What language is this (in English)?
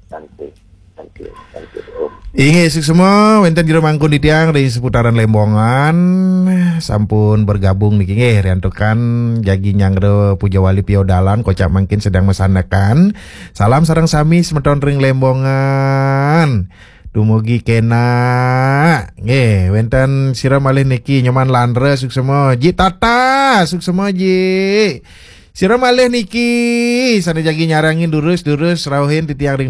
Balinese